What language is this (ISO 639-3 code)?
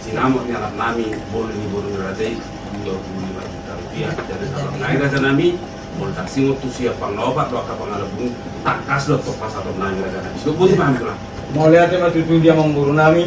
bbc